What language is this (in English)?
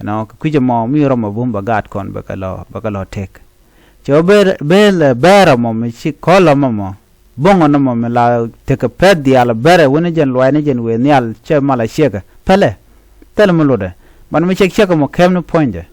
Nuer